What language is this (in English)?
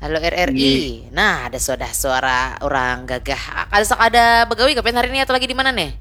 Banjar